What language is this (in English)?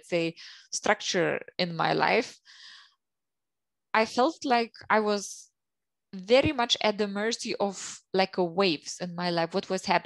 English